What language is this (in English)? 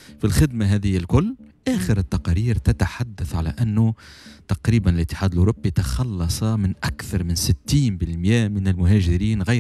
Tunisian Arabic